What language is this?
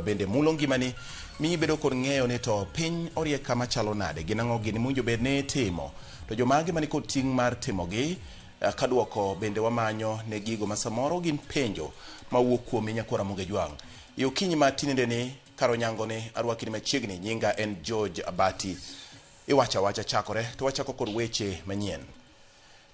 Luo (Kenya and Tanzania)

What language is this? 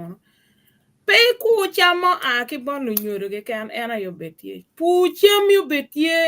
Acoli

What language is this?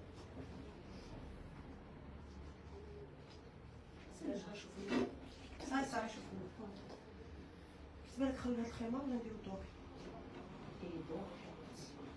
Algerian Arabic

